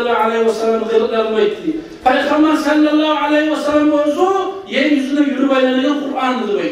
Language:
Kumyk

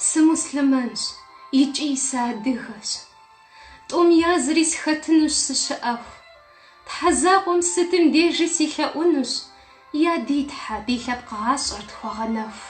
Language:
Kabardian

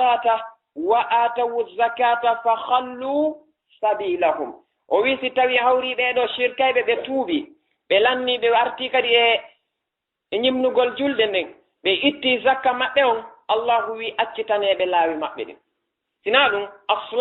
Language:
Fula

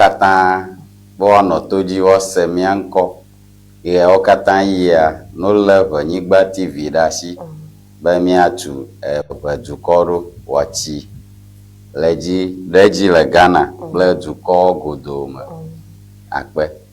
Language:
Ewe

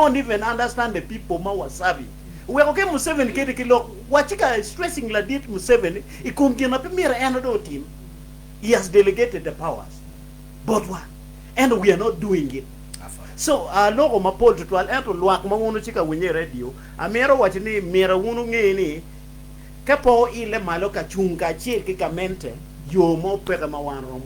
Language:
Acoli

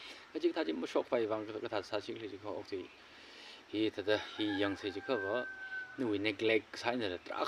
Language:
Tangkhul Naga (India)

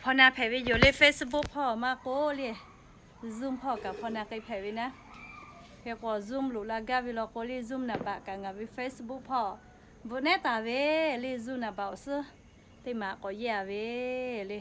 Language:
Lahu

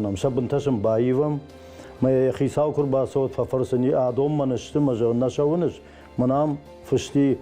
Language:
Ossetic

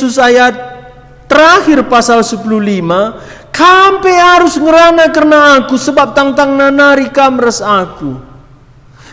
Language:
Batak Karo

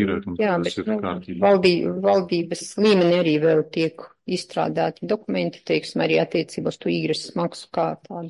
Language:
Latvian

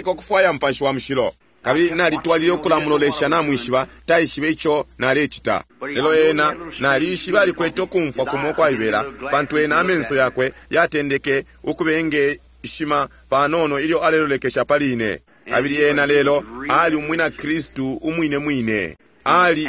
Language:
Bemba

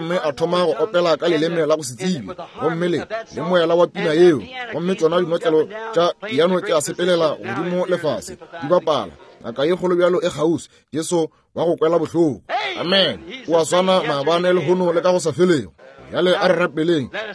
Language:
Northern Sotho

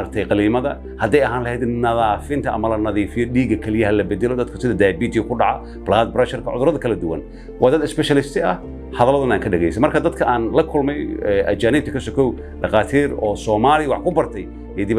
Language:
Somali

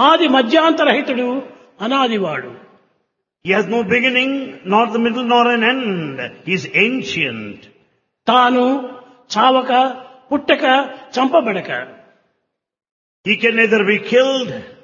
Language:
Telugu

